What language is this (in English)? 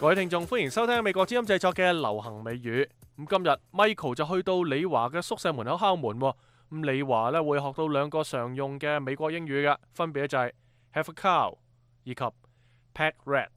Cantonese